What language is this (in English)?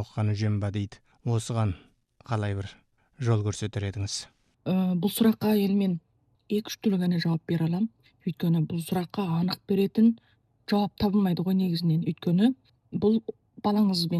Kazakh